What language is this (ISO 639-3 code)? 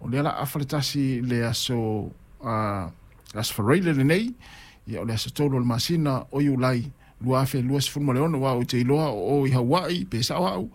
smo